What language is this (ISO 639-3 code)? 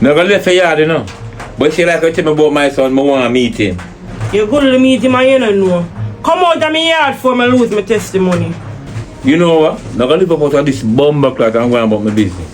jam